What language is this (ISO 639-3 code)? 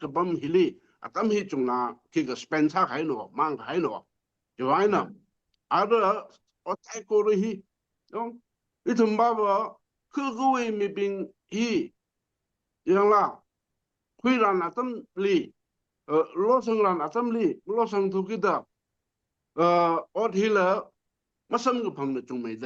nmf